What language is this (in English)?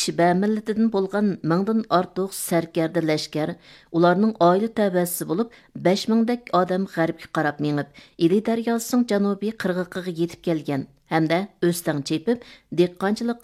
Uyghur